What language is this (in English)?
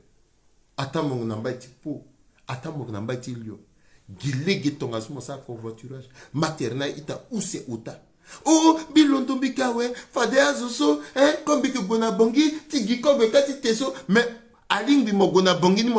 Sango